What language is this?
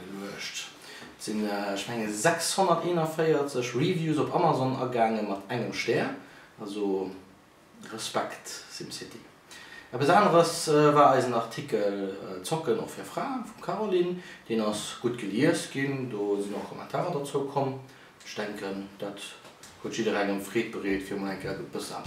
Luxembourgish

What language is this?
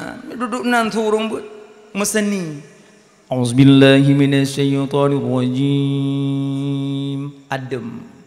Achinese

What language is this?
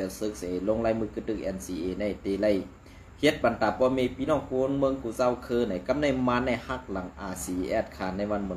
Shan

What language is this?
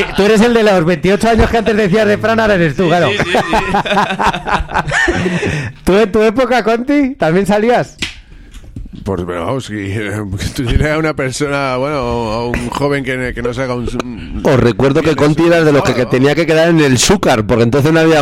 Spanish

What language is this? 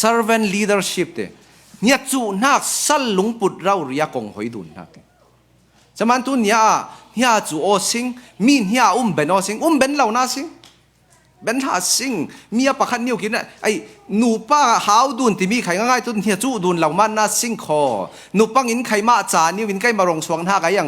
Falam Chin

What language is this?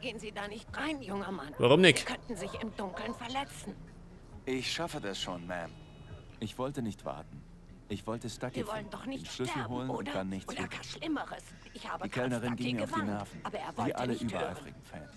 Bavarian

